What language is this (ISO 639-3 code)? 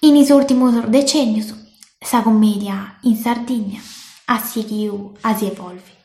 srd